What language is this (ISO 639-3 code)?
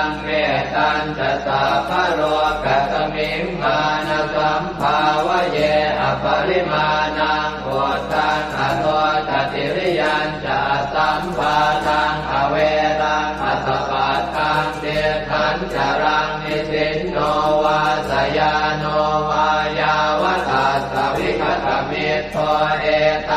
pli